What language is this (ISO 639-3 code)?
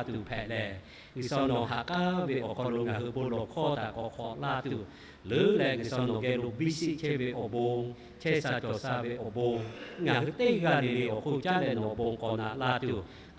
lhu